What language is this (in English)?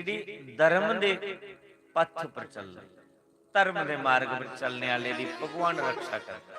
Dogri